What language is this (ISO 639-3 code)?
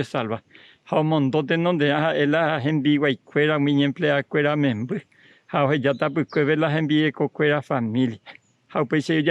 grn